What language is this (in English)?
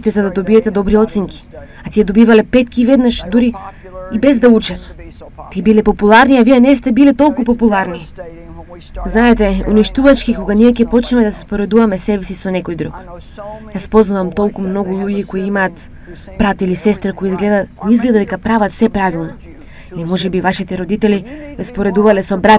Macedonian